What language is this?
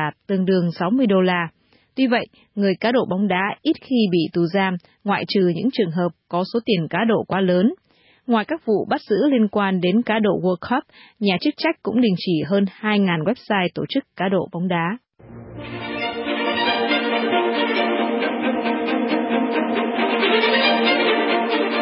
Vietnamese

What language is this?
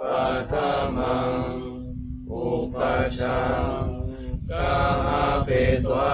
Pali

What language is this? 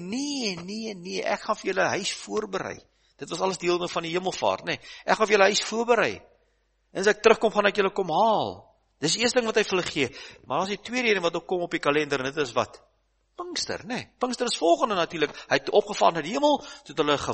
Afrikaans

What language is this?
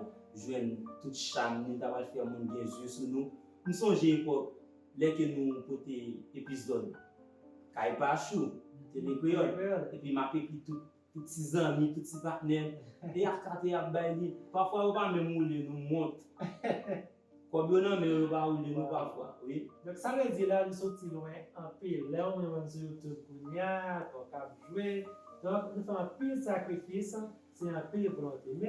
Haitian Creole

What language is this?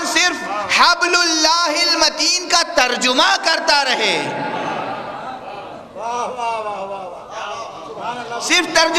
Urdu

